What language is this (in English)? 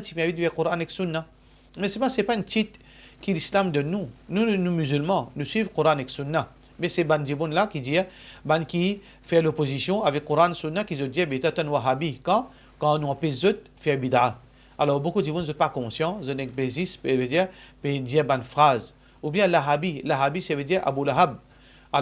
Morisyen